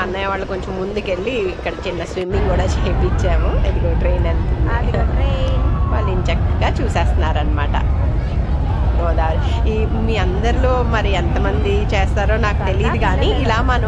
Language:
Telugu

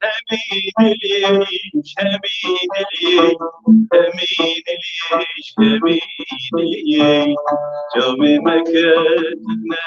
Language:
Kurdish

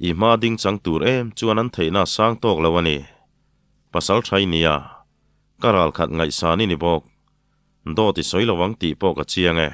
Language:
Mizo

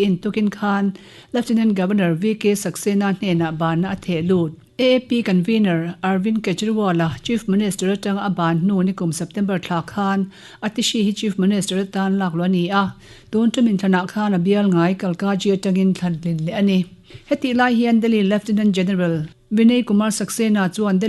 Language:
Mizo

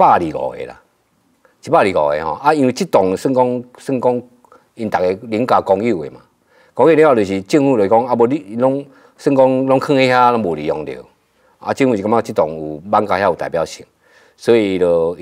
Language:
Min Nan Chinese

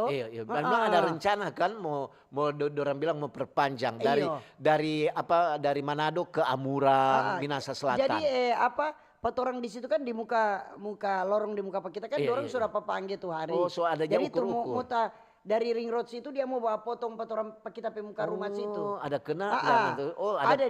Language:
Manado Malay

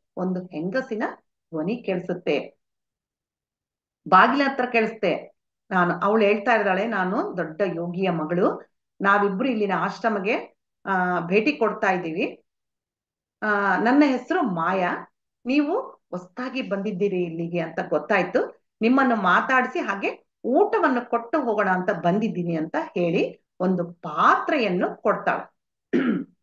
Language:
Kannada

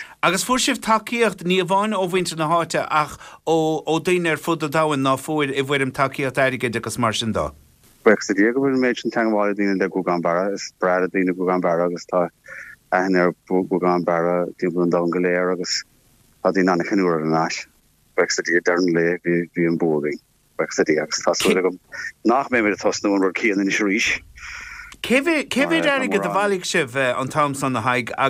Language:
Irish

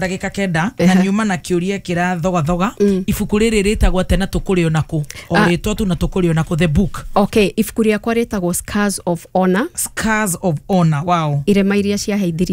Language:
Kikuyu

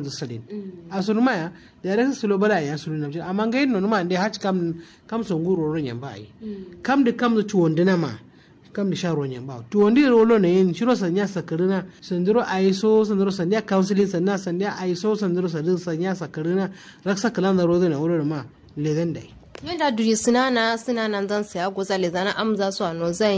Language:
Kanuri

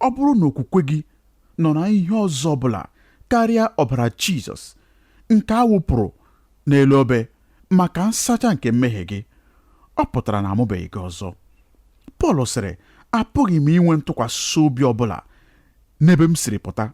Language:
Igbo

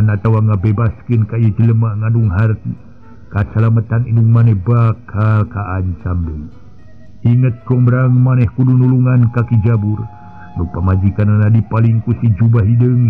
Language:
Sundanese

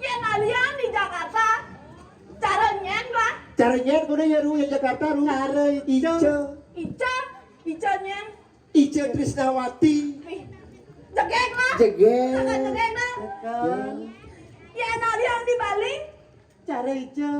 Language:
Balinese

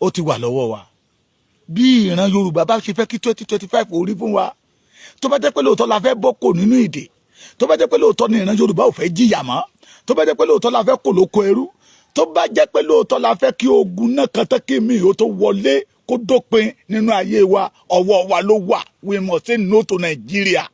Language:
Yoruba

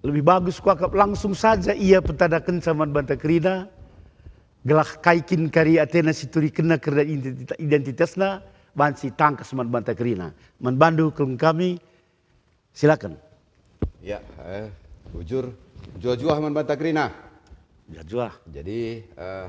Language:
Batak Karo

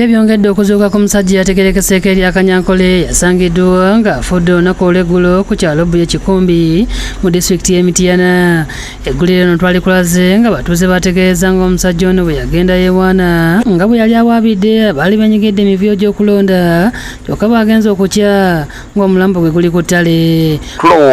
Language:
Ganda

